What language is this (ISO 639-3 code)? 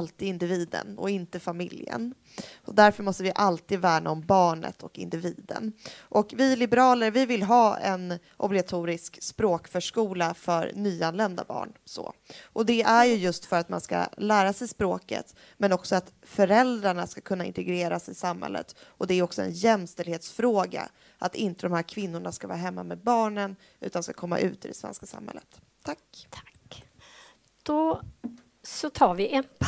swe